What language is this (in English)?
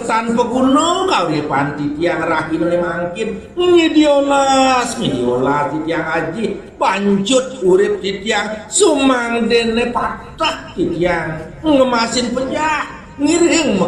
Balinese